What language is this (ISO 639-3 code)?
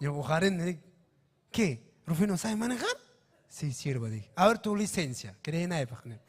quy